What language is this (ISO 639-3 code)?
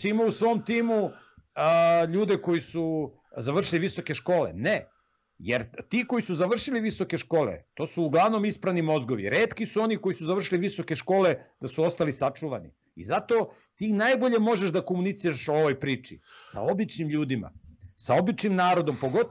srp